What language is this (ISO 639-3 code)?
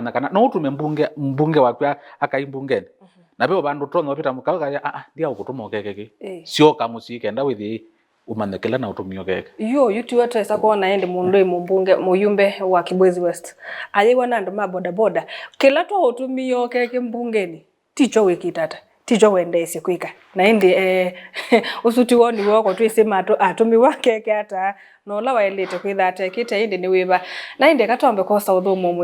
kam